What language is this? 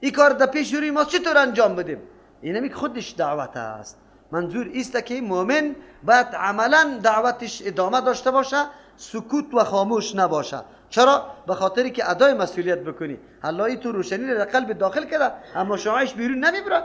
Persian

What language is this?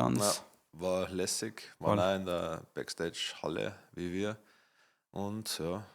Bavarian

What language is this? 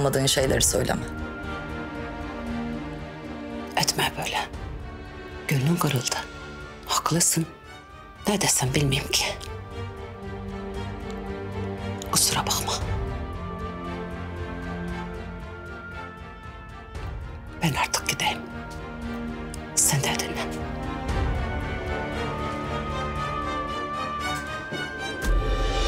Turkish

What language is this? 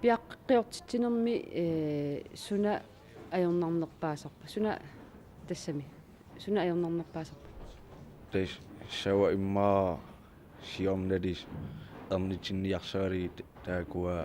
Kalaallisut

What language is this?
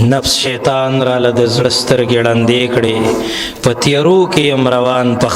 Pashto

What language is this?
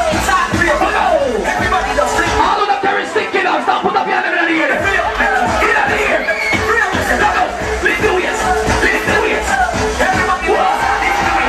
Jamaican Creole English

